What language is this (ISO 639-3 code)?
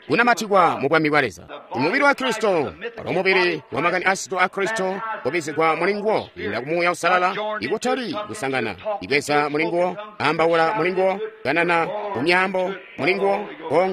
toi